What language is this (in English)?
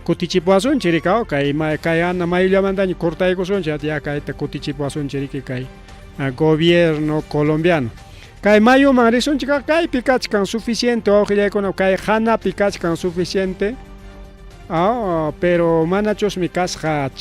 Ayacucho Quechua